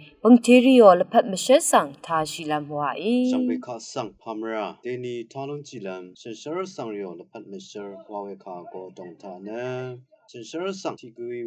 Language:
Rawang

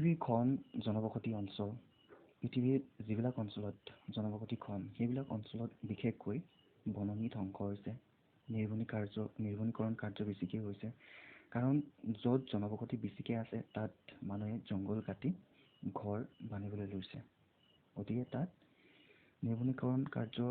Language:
Assamese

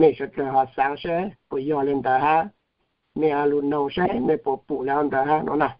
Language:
Hmong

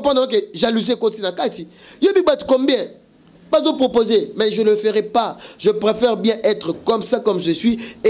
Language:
Lingala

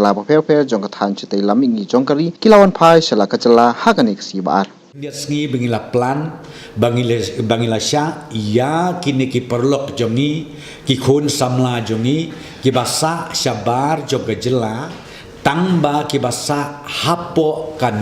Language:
Khasi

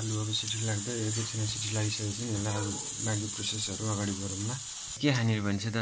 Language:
Nepali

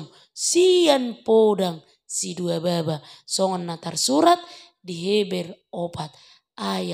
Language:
Batak Toba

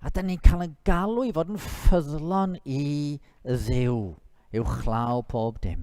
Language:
Welsh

